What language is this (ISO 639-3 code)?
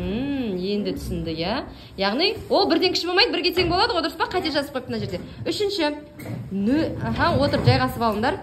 kaz